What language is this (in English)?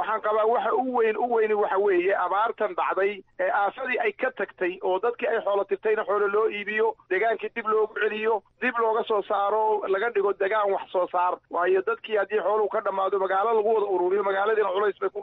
Somali